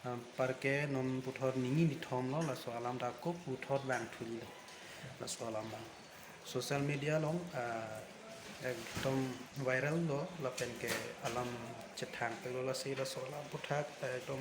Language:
Karbi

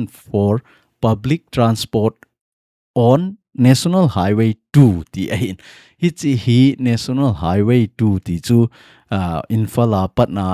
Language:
Thado Chin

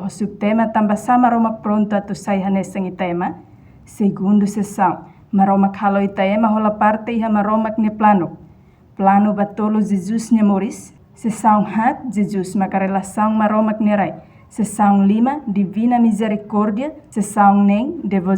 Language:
Tetum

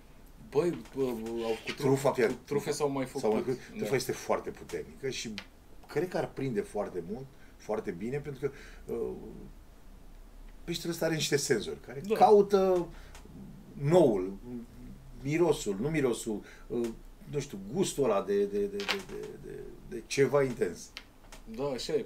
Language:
Romanian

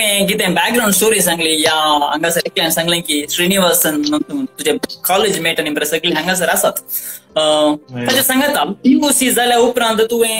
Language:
Konkani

